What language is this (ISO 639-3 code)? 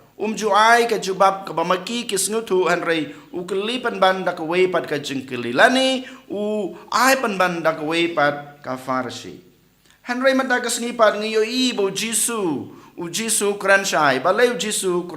kha